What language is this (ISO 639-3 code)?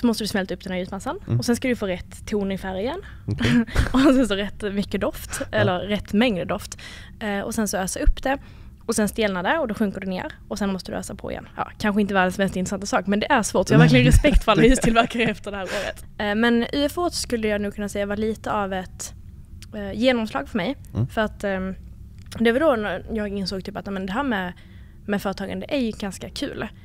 swe